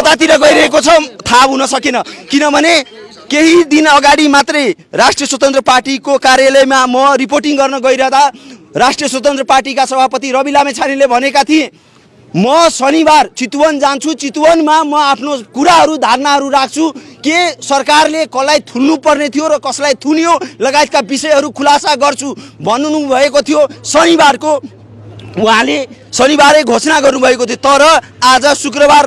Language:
Nepali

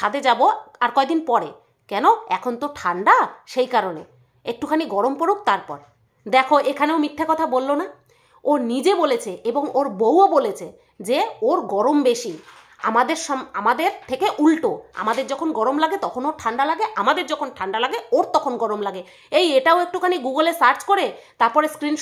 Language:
Bangla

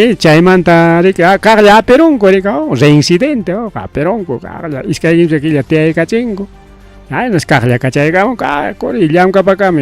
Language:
Ayacucho Quechua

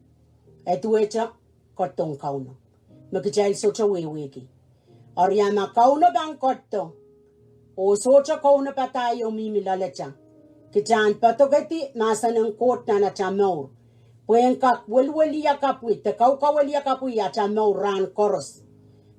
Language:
Pohnpeian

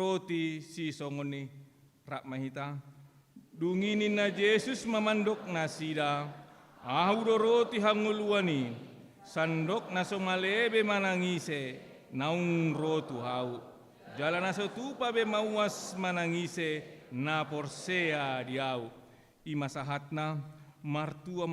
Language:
Batak Toba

